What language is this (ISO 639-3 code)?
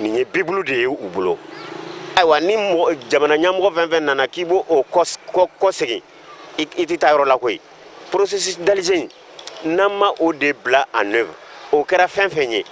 bam